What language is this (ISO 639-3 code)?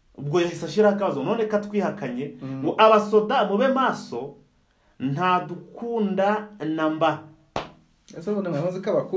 kin